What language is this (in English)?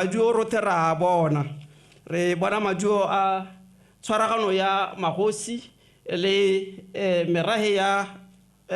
Tswana